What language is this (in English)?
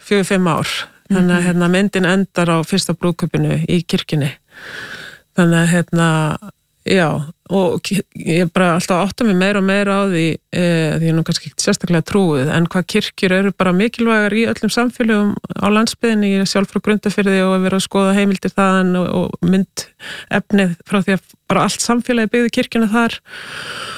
Icelandic